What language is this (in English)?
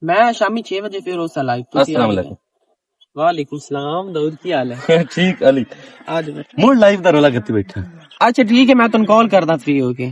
Western Panjabi